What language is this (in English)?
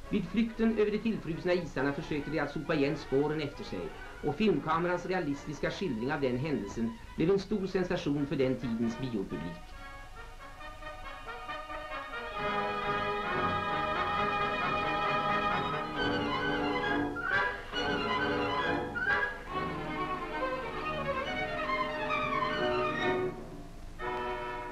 Swedish